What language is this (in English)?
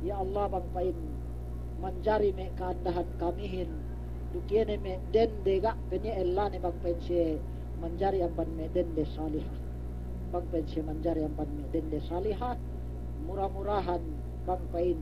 Yakan